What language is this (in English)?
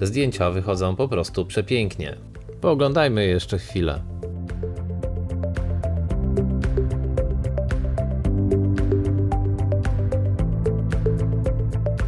Polish